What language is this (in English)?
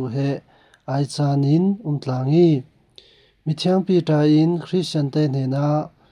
Falam Chin